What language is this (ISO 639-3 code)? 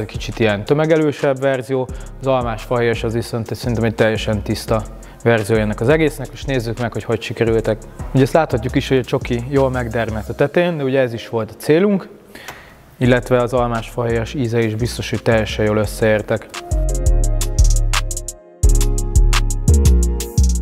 hun